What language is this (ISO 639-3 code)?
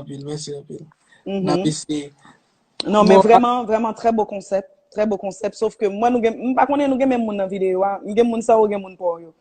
hat